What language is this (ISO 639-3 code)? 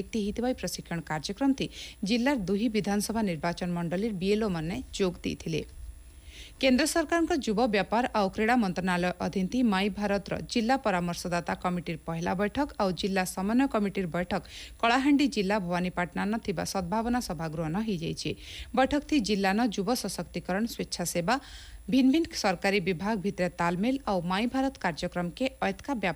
ori